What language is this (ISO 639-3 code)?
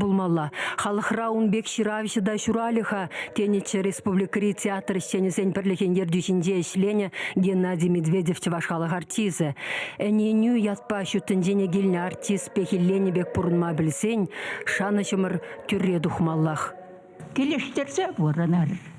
chv